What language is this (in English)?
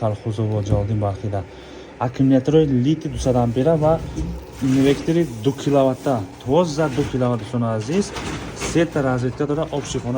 Tajik